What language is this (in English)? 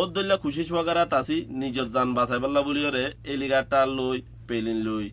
Rohingya